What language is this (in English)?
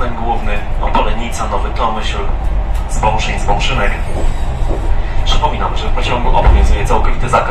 Polish